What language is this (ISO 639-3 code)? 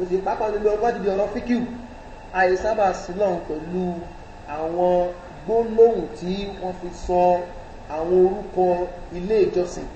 yor